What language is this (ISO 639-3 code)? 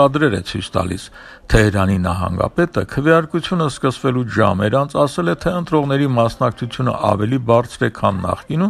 hye